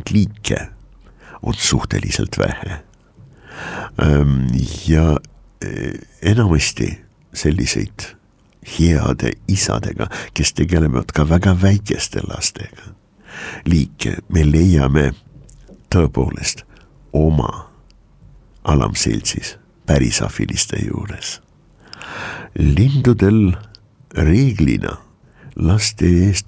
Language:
Estonian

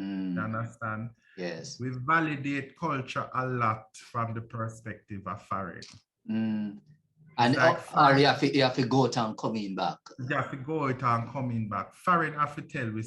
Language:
Jamaican Creole English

